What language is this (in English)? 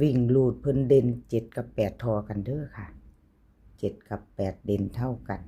Northeastern Thai